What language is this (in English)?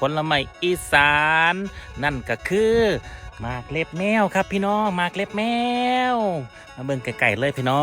Northeastern Thai